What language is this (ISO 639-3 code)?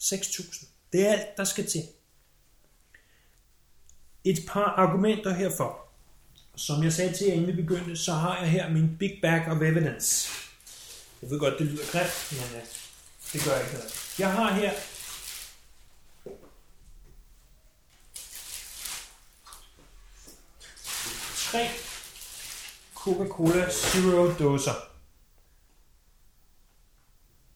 dan